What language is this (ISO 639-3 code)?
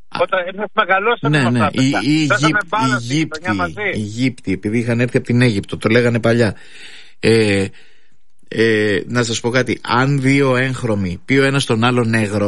ell